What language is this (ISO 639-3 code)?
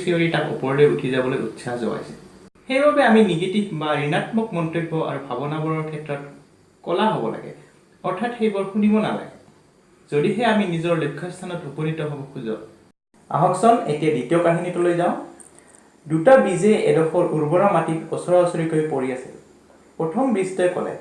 asm